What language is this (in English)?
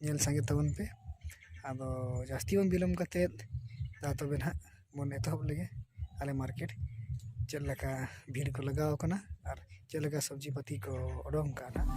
Santali